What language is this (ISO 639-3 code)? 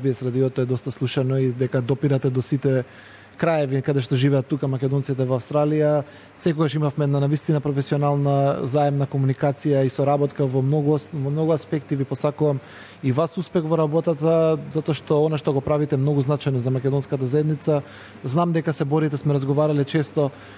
mkd